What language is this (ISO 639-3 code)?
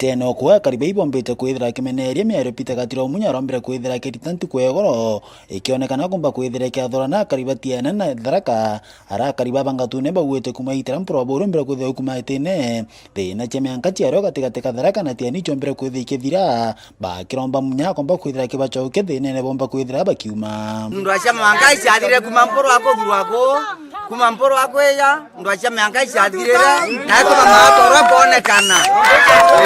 mer